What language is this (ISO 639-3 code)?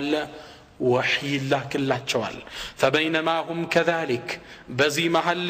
amh